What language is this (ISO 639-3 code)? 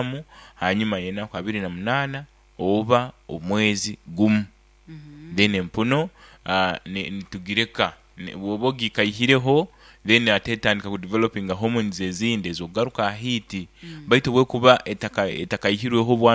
nyn